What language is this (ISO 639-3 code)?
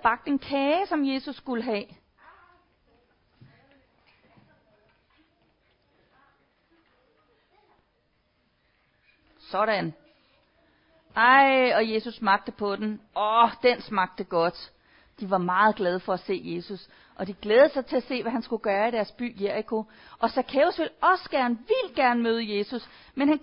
dan